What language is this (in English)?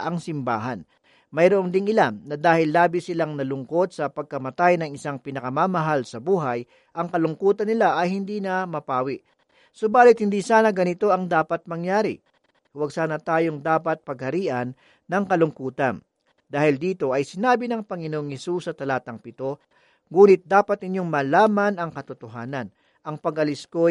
Filipino